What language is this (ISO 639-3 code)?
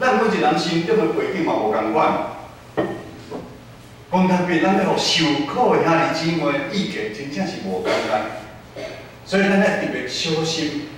nan